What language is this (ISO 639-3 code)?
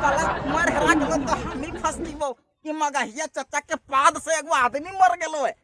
mag